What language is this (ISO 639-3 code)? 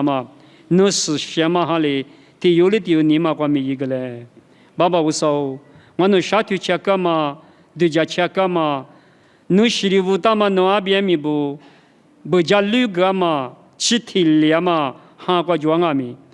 lis